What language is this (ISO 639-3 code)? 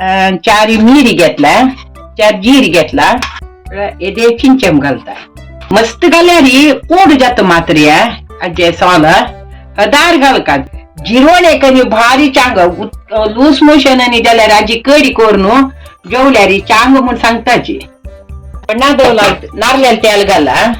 kok